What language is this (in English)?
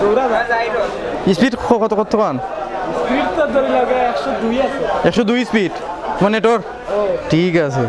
Sylheti